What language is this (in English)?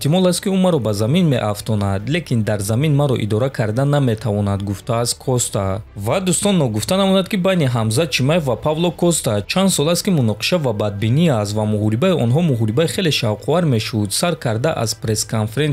Tajik